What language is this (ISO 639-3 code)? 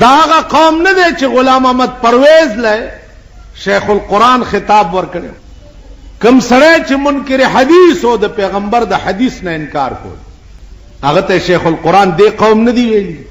pus